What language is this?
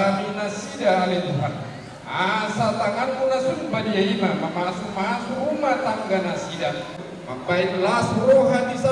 Batak Toba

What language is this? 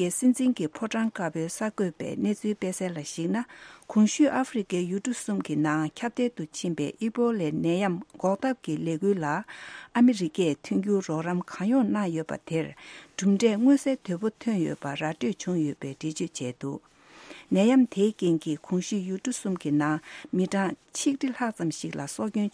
Tibetan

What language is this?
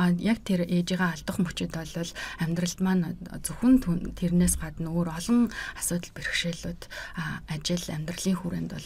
Mongolian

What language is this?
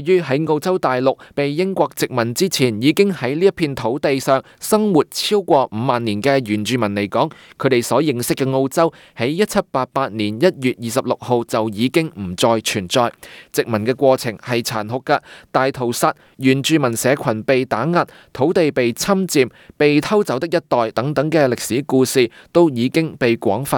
Cantonese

